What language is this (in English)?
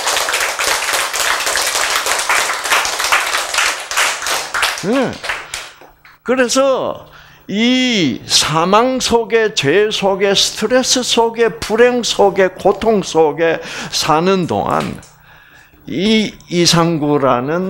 Korean